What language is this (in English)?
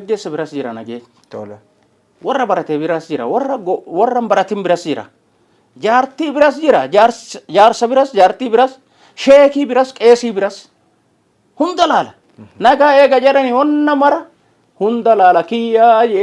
Oromo